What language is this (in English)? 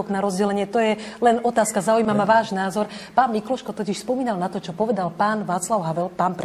Slovak